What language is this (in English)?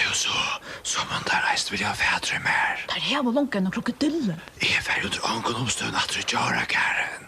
Faroese